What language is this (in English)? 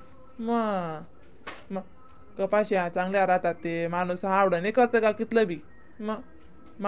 Khandesi